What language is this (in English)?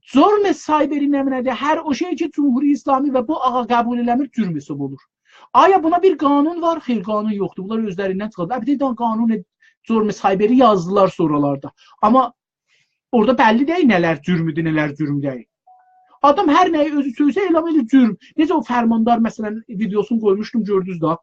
South Azerbaijani